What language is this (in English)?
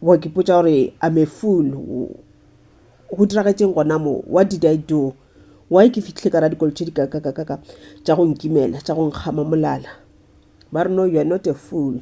Northern Sotho